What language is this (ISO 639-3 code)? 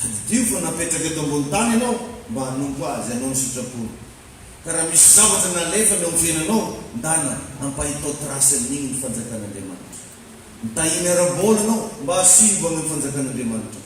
mlg